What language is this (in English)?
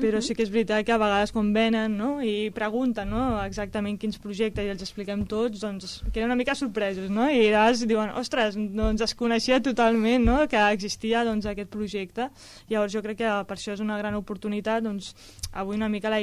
Catalan